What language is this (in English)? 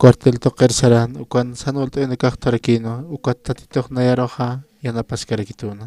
Aymara